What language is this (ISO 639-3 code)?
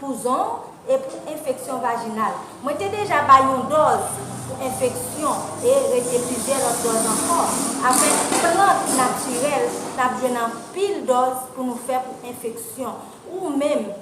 hat